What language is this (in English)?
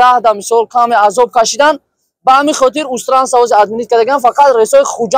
Tajik